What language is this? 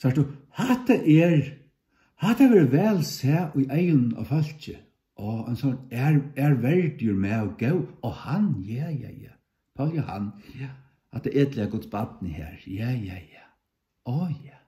Faroese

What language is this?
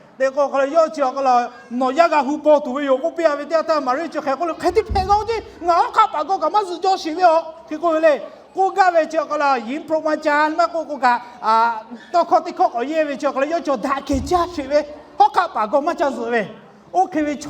Lahu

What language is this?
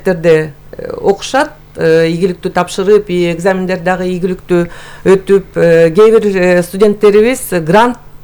Kyrgyz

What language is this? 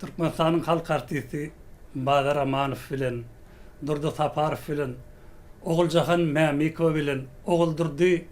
Turkmen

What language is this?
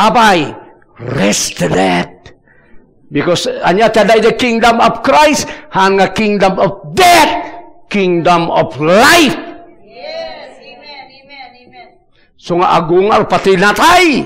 Iloko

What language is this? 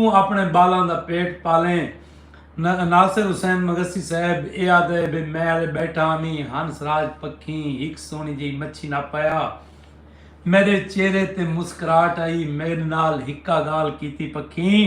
Saraiki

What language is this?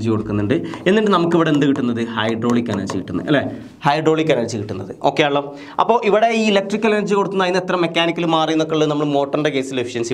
Malayalam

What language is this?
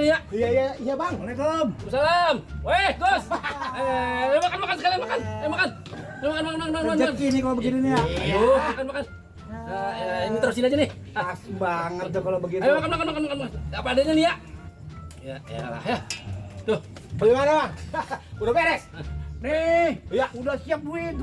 Betawi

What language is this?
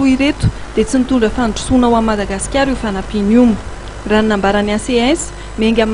Malagasy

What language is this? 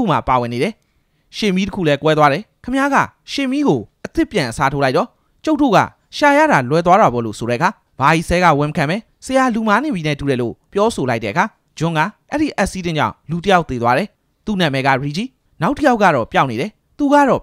Burmese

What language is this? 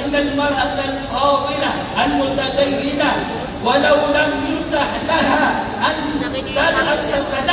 Maranao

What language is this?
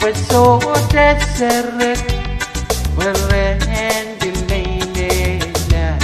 Pohnpeian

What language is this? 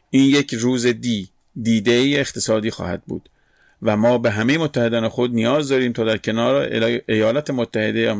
Persian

